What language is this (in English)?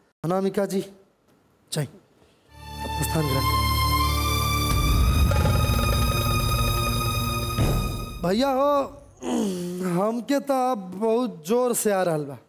Bhojpuri